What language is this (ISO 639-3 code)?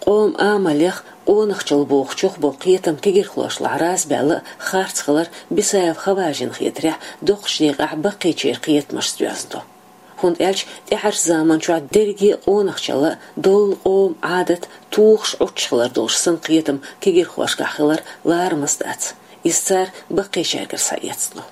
che